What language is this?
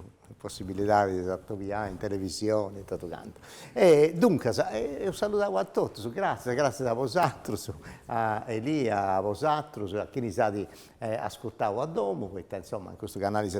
Sardinian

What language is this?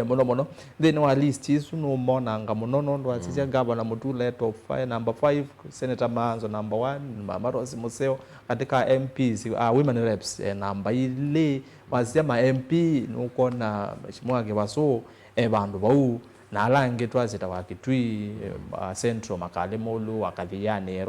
Kamba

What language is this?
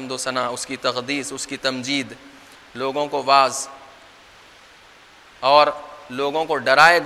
Urdu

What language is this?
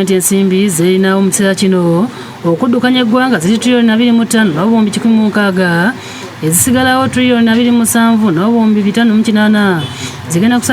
Ganda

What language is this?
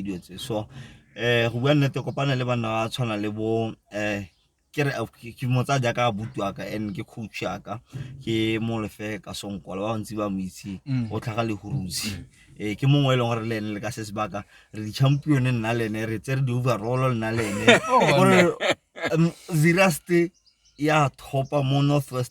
Tswana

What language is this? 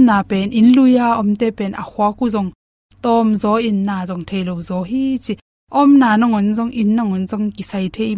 Tedim Chin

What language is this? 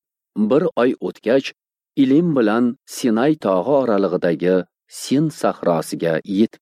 Uzbek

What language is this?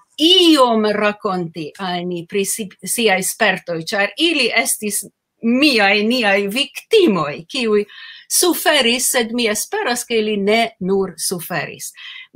Esperanto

